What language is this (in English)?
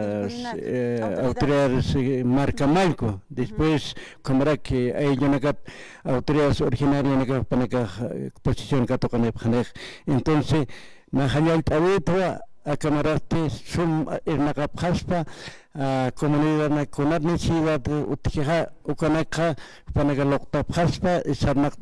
Aymara